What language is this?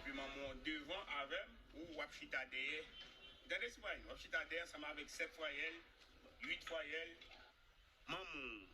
Haitian Creole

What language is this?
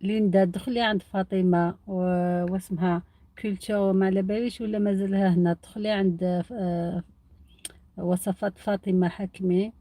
Algerian Arabic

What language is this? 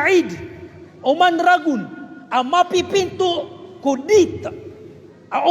Maranao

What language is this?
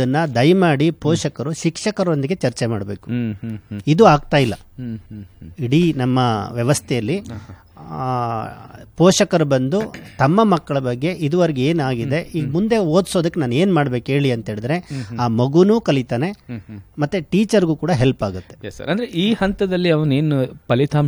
Kannada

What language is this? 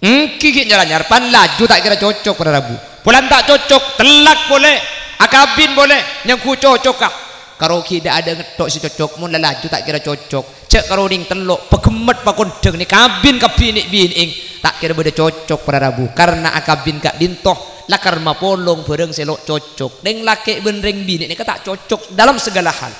Madurese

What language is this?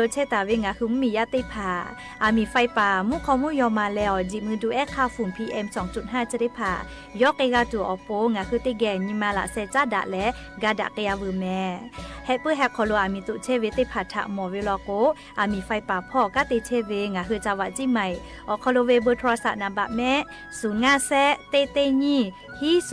Lahu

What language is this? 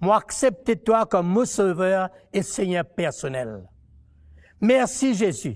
Morisyen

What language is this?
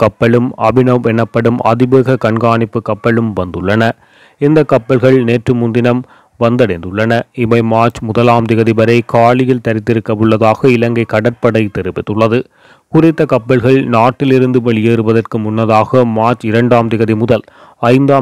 Tamil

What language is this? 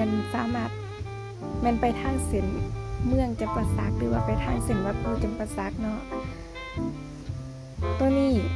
Lao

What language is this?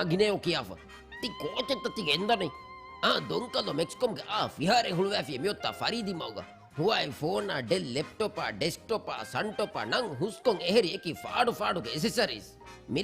Divehi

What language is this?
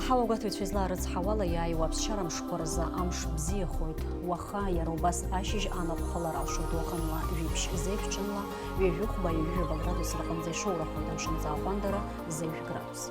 Abkhazian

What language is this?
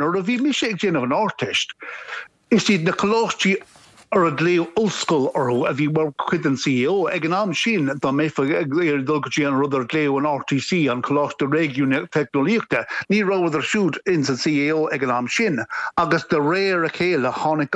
Irish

